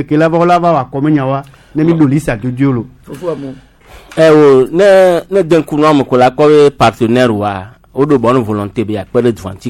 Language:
Gen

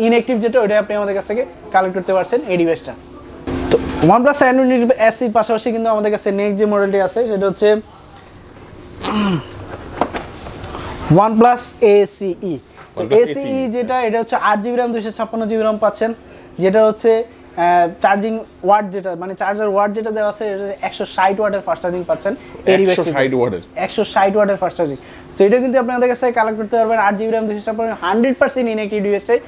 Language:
Bangla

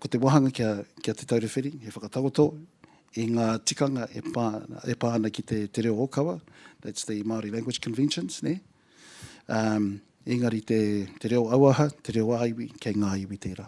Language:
Māori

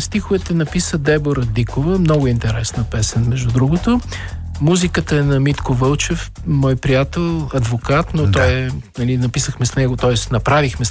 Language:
Bulgarian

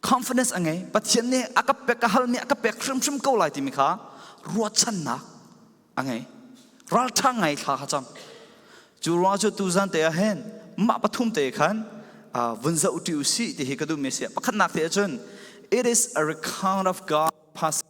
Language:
Falam Chin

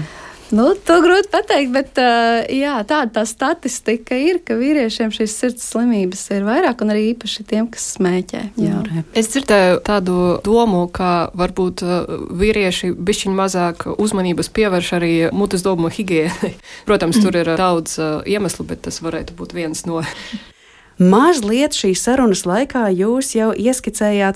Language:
Latvian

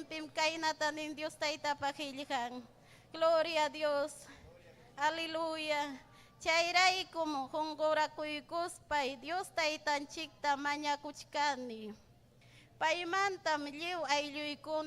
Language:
Ayacucho Quechua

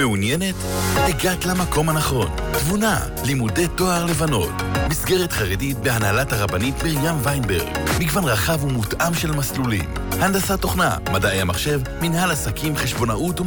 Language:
Hebrew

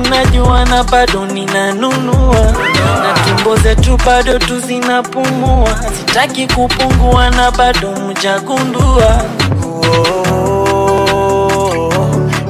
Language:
Swahili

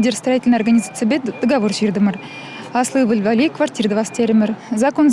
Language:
Chuvash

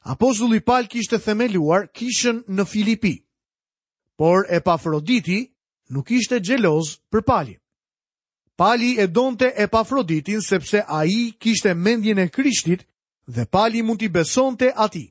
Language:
Albanian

